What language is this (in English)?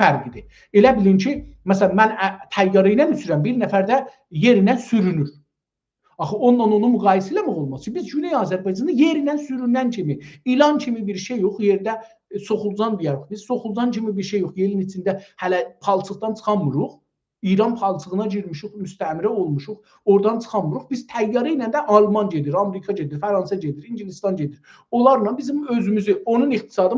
South Azerbaijani